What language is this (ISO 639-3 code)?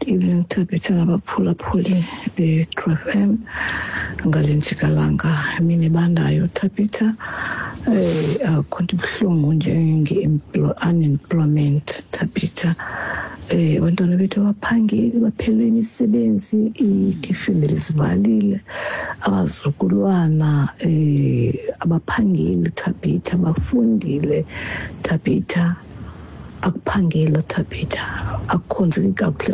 xho